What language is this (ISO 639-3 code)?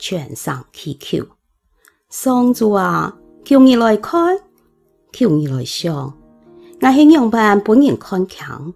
hak